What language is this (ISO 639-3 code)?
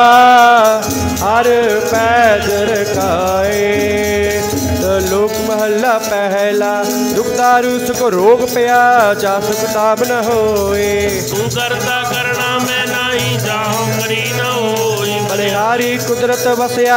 pan